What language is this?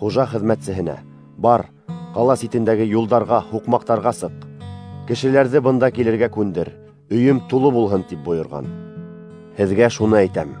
Bashkir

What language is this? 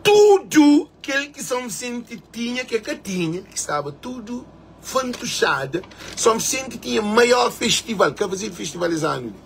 Kabuverdianu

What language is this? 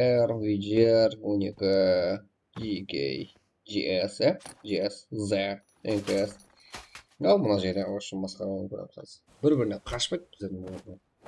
Kara-Kalpak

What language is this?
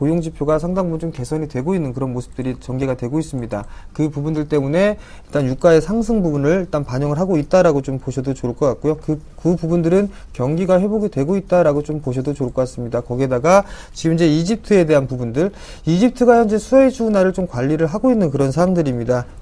Korean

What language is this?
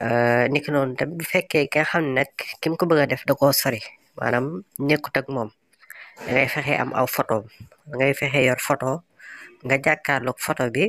Wolof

